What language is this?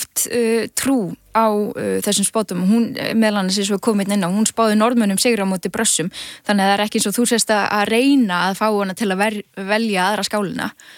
Icelandic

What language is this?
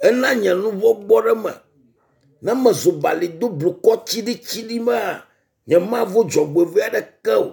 Ewe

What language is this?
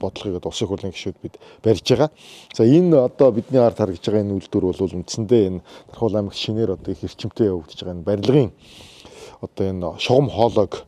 Mongolian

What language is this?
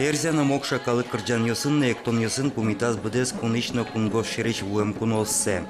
Udmurt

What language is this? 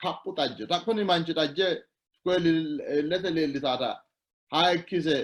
Sidamo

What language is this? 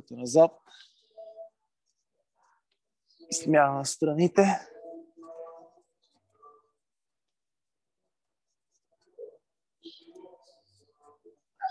Bulgarian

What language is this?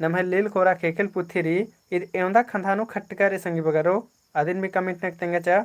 Kurukh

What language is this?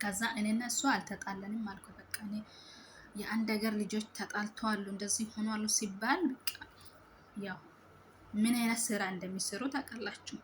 Amharic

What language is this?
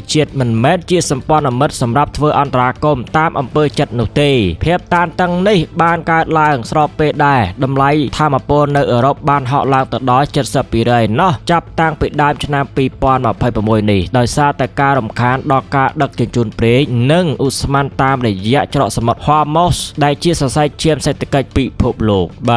Khmer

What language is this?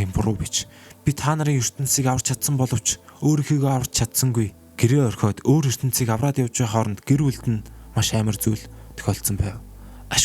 Mongolian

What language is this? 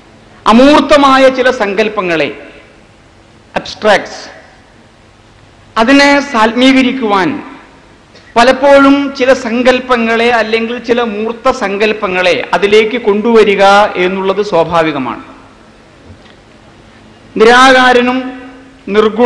Malayalam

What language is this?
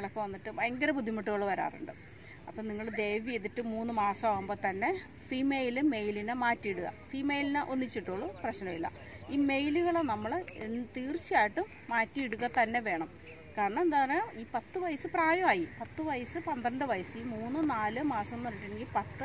Malayalam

